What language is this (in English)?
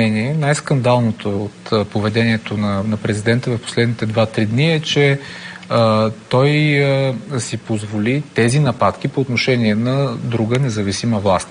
Bulgarian